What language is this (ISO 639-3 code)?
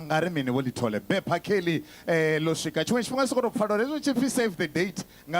ven